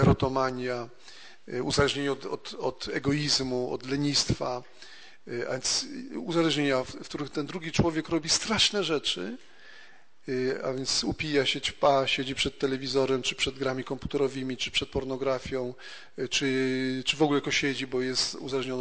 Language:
Polish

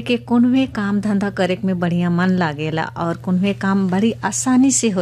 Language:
Bhojpuri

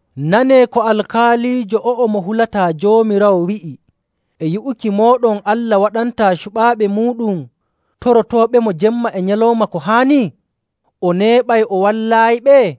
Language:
Nigerian Fulfulde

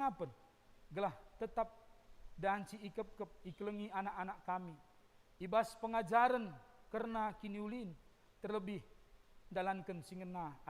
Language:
Batak Karo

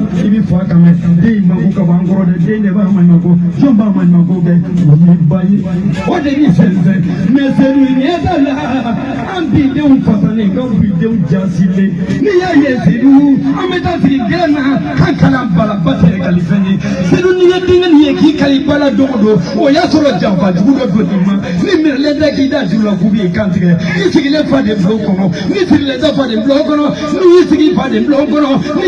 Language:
Bambara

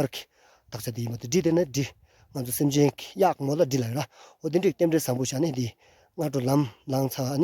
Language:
Tibetan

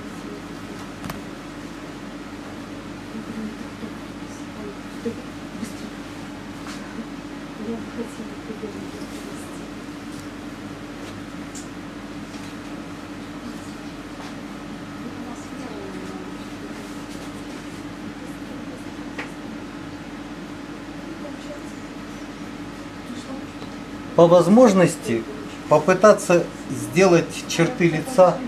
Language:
Russian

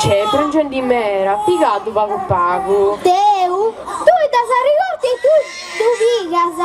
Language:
Sardinian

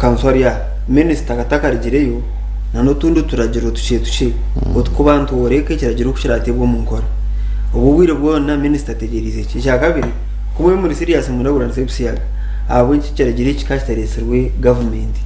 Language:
Nyankole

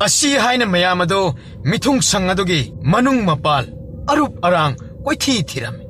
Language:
Manipuri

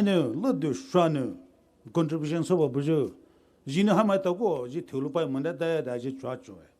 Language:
Poumei Naga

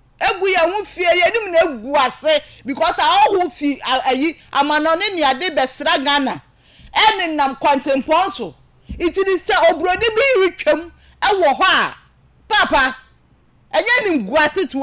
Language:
Akan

